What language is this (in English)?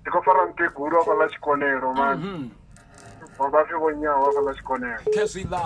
Venda